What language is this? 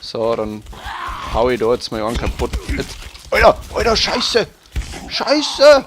Bavarian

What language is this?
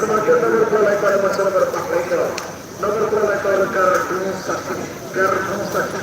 Madurese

